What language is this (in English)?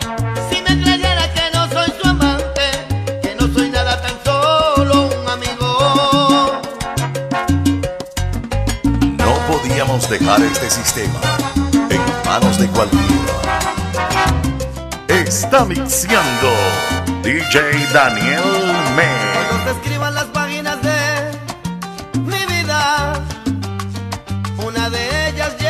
Spanish